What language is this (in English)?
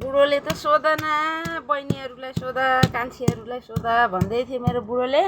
Nepali